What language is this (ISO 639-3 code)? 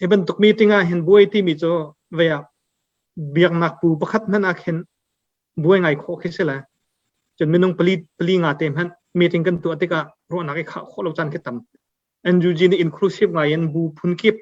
cnh